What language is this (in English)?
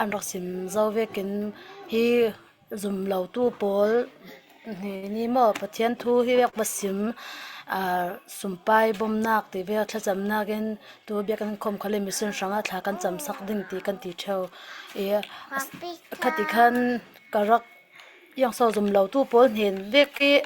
Falam Chin